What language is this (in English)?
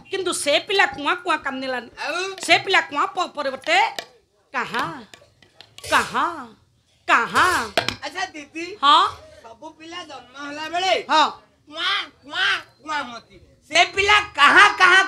Odia